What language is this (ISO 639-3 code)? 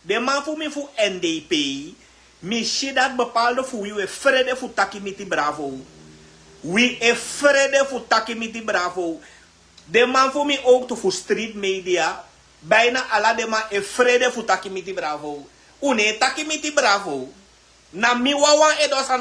srn